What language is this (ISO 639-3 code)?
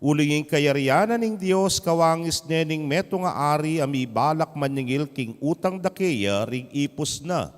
pam